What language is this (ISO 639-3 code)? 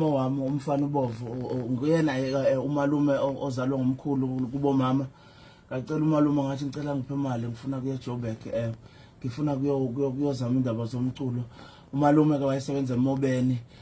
zul